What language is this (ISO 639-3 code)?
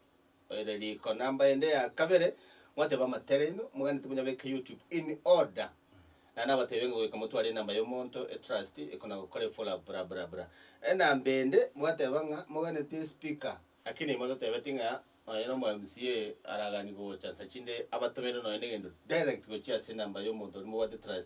guz